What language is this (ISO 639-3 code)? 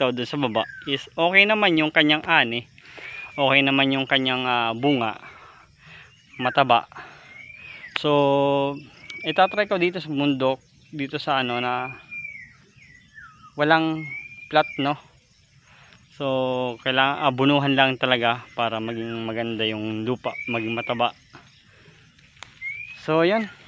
fil